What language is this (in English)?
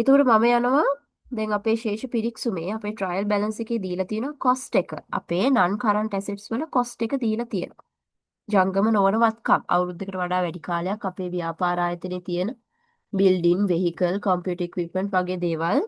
Sinhala